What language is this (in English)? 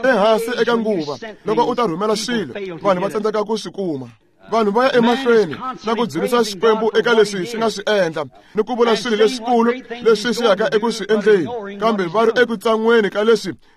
Tsonga